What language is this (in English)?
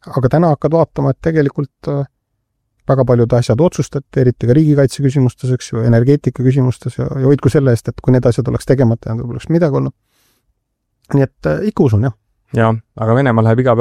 Estonian